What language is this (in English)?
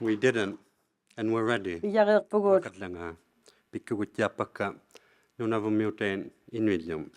Inuktitut